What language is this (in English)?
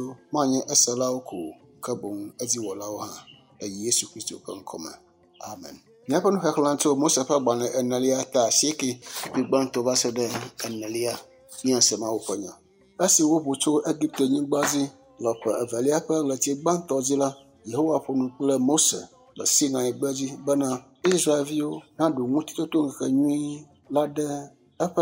Ewe